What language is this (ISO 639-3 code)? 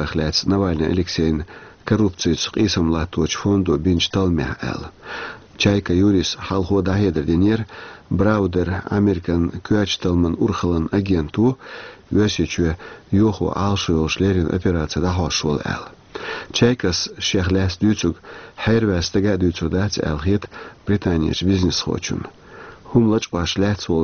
che